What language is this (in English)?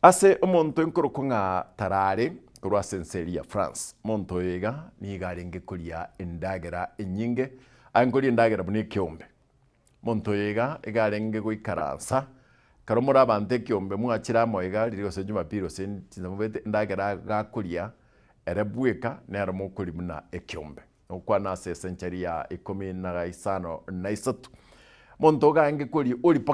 Gusii